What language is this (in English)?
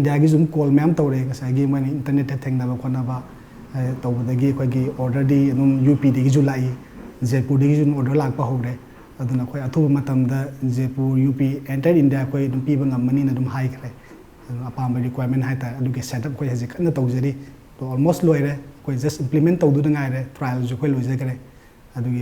Manipuri